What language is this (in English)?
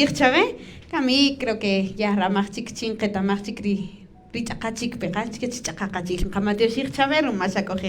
Kaqchikel